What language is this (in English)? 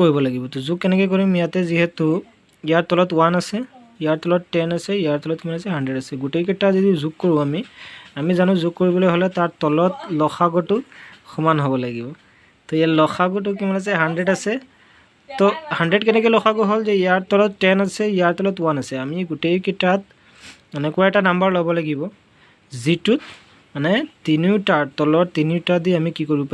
Assamese